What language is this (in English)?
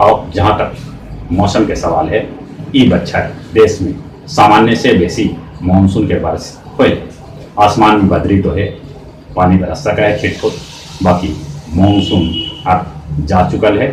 Magahi